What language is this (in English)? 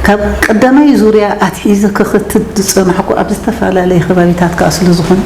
Tigrinya